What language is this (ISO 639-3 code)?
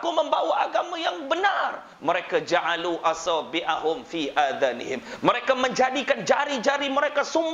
msa